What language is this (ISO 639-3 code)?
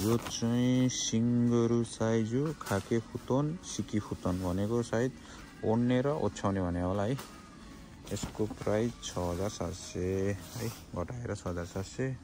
nep